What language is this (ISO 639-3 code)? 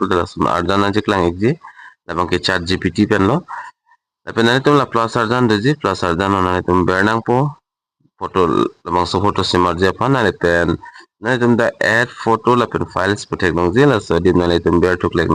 mjw